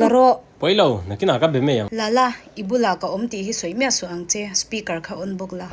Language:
Mizo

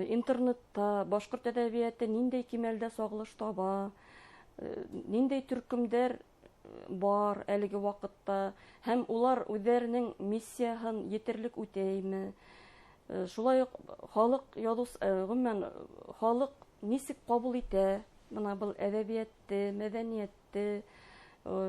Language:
Bashkir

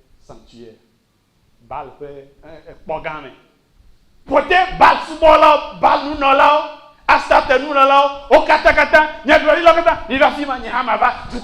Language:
Ewe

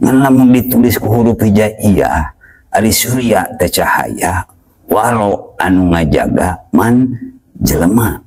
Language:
Sundanese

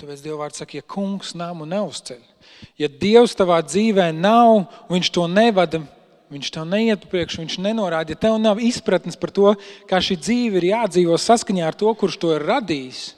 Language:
Latvian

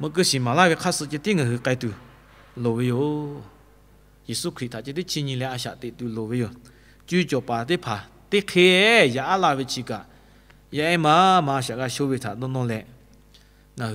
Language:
Lahu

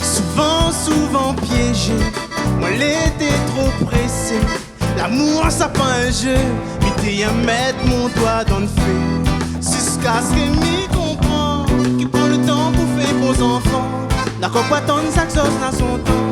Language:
Réunion Creole French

